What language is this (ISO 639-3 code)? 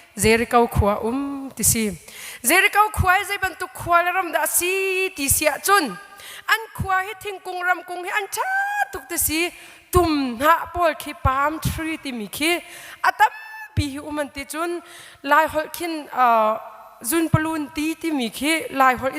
cnh